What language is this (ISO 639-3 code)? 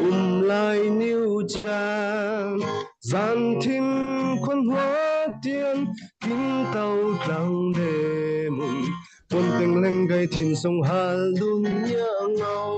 cfm